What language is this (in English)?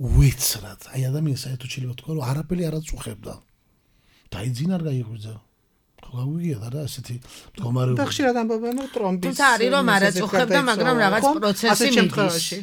Georgian